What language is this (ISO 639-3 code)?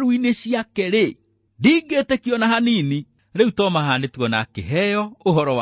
kik